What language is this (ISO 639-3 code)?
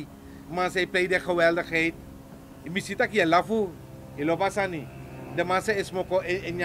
srn